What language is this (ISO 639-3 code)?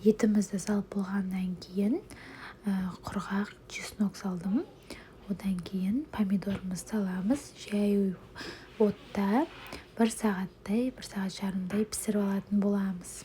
kaz